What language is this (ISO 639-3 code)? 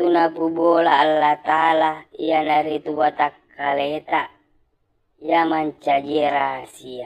bug